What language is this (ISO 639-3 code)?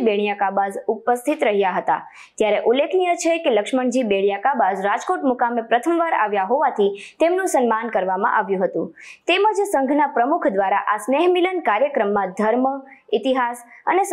guj